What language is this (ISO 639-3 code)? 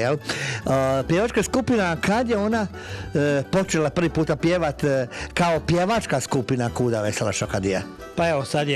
hrv